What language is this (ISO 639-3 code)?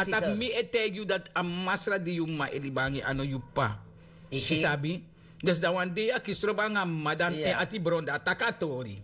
srn